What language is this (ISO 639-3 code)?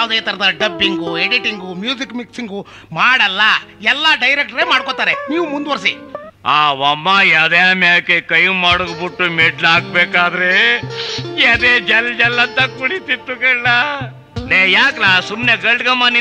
kan